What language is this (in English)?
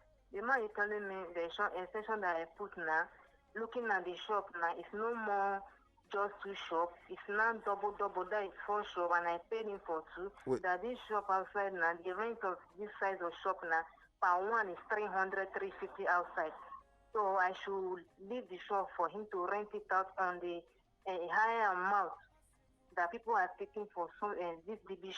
Nigerian Pidgin